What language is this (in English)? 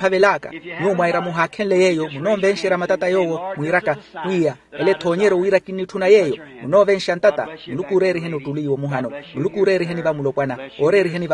Makhuwa